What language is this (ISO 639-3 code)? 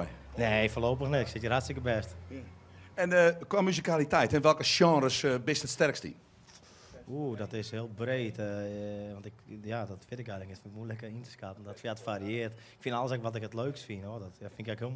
fry